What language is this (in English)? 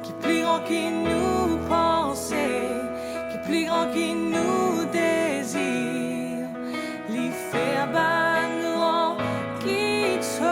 Morisyen